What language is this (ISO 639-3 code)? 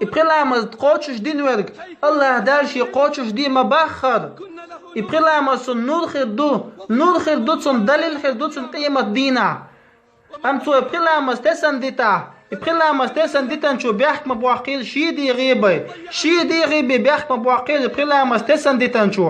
che